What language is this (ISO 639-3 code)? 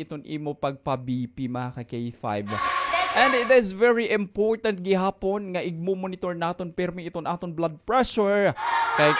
war